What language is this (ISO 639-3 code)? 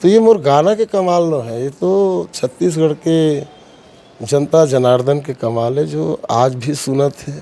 hne